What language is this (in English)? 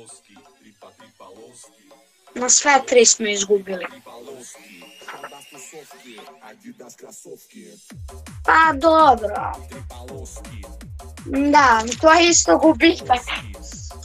Serbian